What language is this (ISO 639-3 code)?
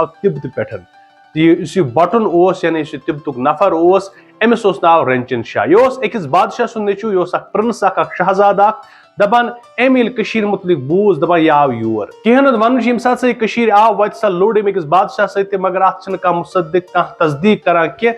kas